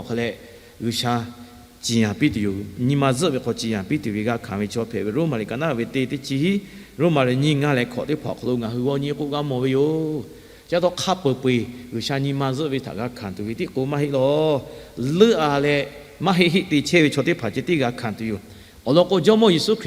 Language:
Lahu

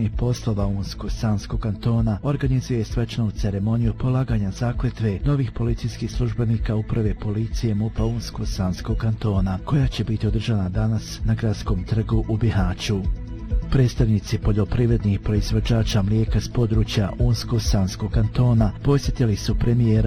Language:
Bosnian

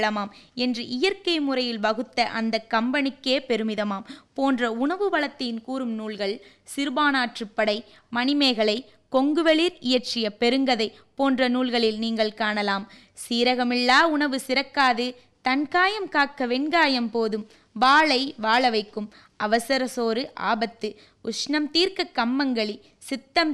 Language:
Tamil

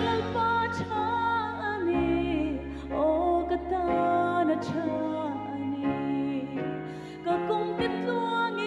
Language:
Hmar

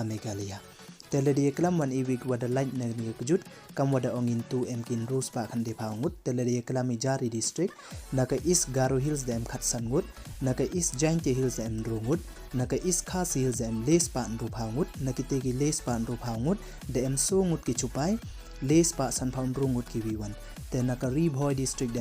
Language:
Pnar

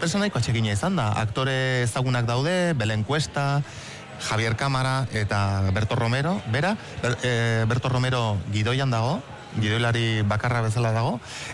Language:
Basque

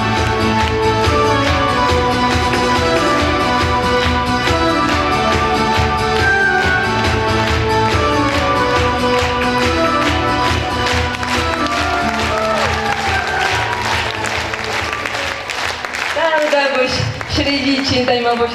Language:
Chuvash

